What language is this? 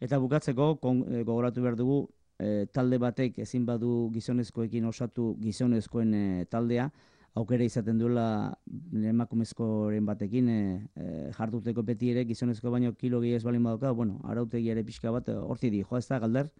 Basque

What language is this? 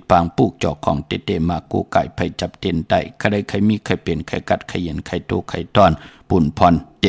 Shan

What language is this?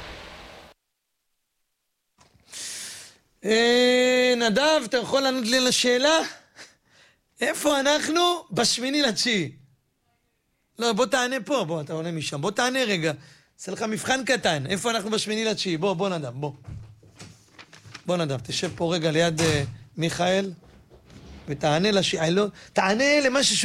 Hebrew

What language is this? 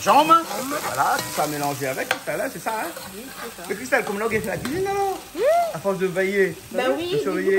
Réunion Creole French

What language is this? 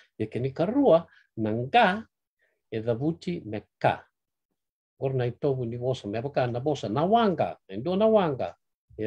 Fijian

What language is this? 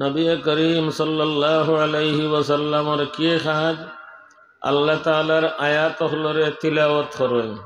Sylheti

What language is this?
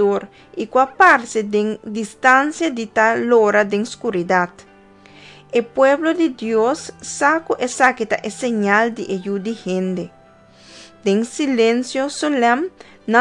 Papiamento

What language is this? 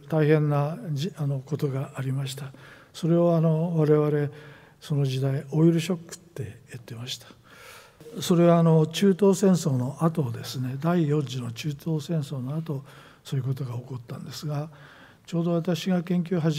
Japanese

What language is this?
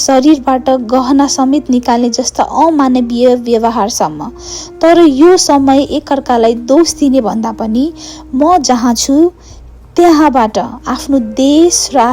Nepali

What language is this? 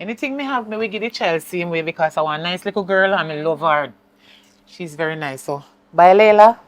Jamaican Creole English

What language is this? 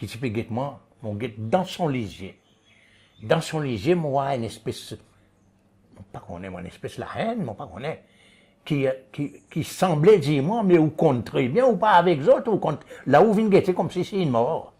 Seselwa Creole French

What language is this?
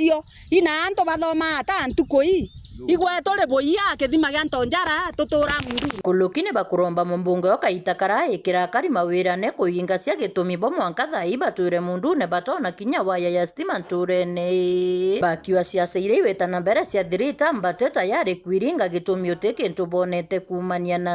Meru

